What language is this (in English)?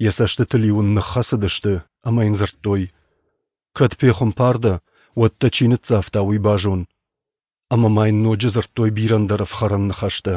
Ossetic